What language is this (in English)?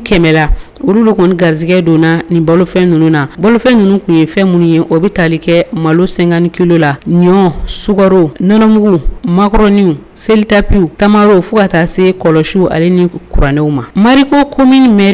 Bambara